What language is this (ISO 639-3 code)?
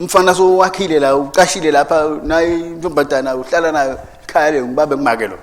ssw